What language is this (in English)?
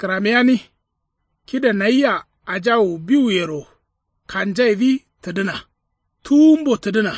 Kanuri